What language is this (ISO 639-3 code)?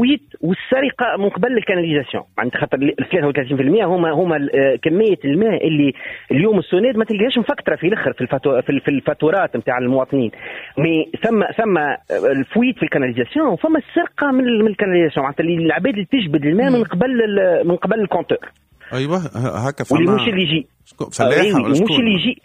aeb